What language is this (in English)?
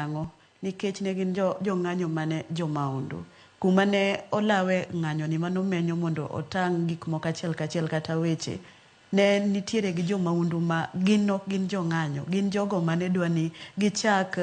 Luo (Kenya and Tanzania)